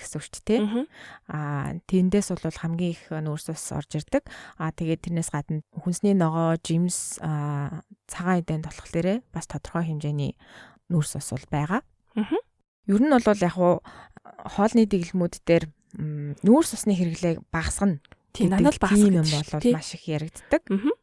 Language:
Mongolian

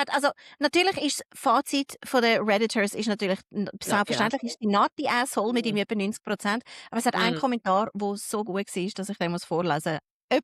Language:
Swiss German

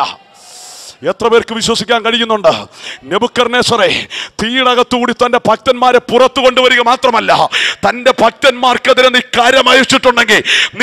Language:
Malayalam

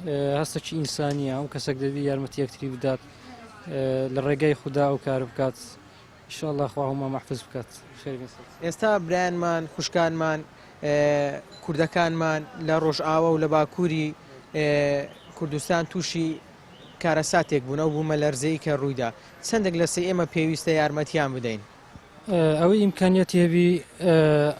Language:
Central Kurdish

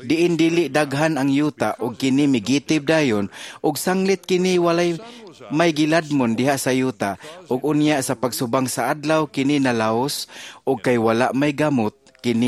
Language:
Cebuano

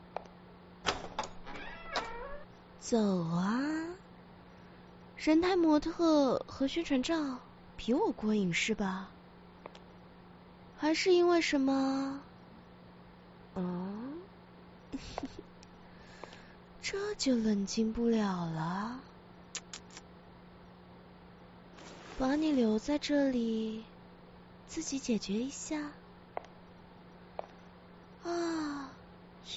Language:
Chinese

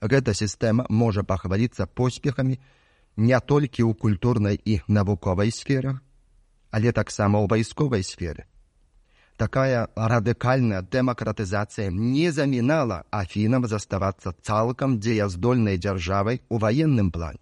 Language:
Belarusian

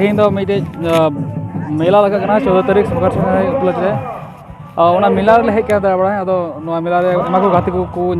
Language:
Santali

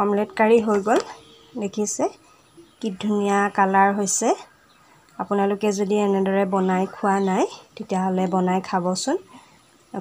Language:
Assamese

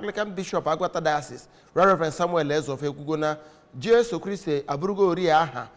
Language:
Igbo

